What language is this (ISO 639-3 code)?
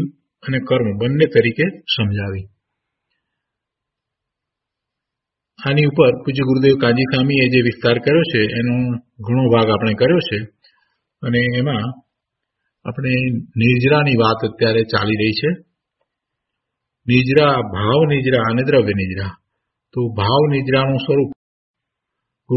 guj